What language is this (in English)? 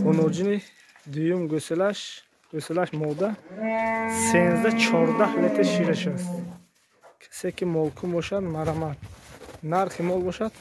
Tajik